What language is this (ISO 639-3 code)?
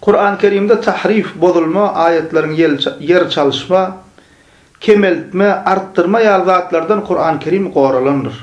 tuk